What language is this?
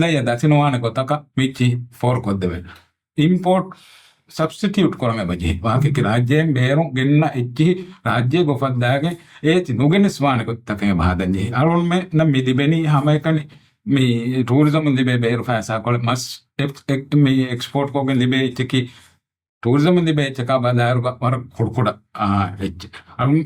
Divehi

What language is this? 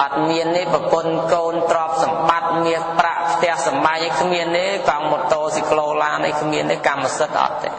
Khmer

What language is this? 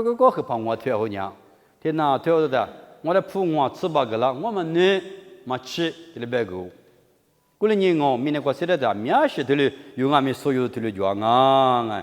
Lisu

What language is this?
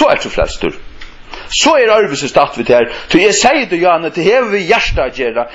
Faroese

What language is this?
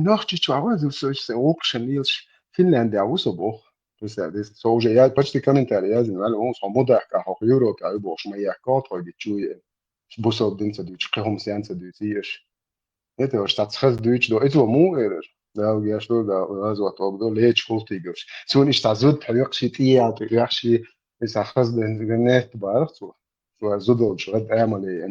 Chechen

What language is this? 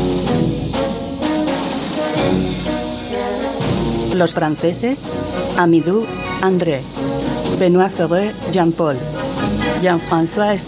Spanish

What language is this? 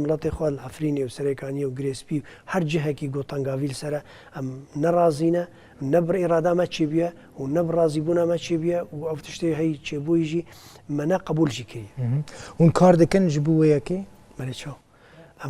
Kurdish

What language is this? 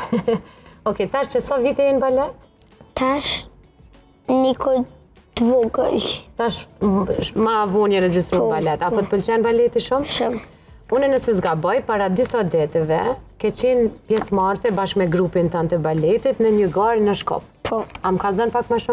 Albanian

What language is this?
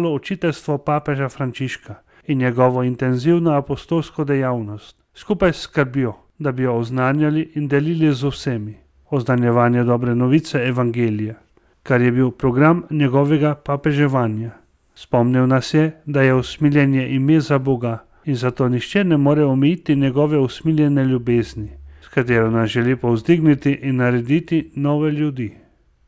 Slovenian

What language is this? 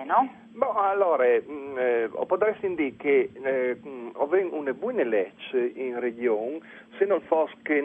Friulian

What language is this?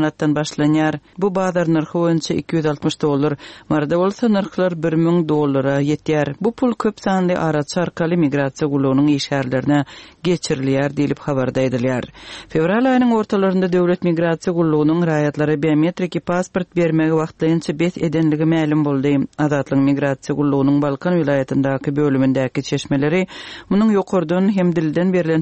Turkmen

